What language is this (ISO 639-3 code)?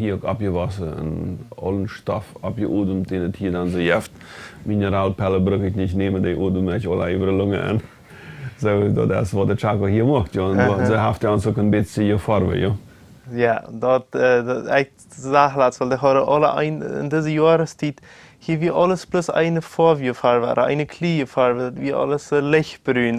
pdt